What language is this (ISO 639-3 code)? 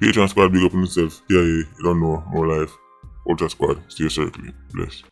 jam